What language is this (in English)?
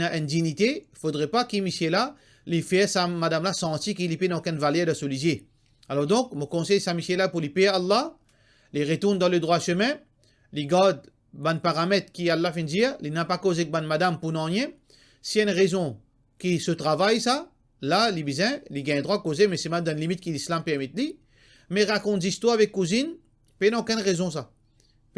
Morisyen